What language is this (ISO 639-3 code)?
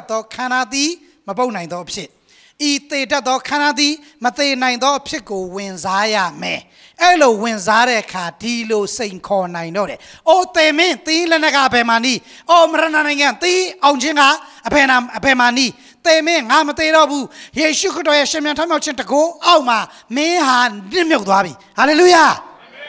mya